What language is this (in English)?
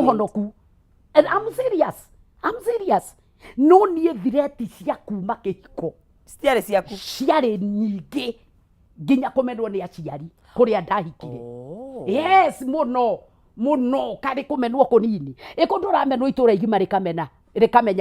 Kikuyu